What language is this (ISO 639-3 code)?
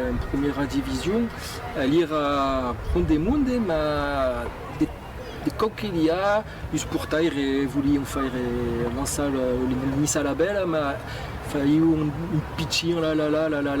oci